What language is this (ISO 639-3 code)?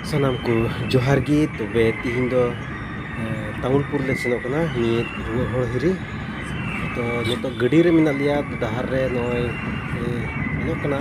sat